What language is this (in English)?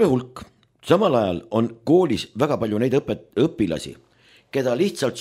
Estonian